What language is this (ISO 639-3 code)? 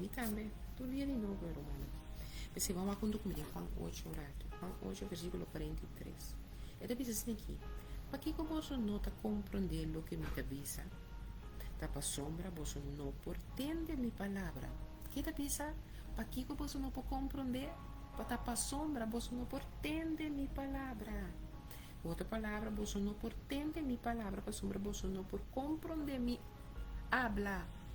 pap